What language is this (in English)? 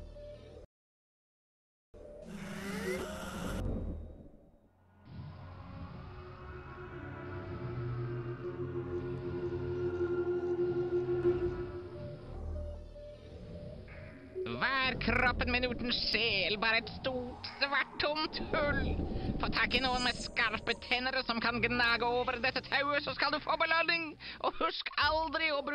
Norwegian